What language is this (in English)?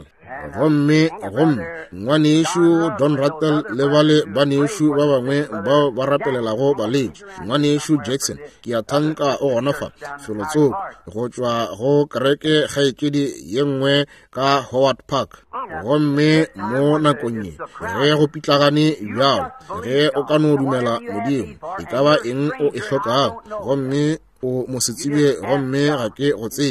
Northern Sotho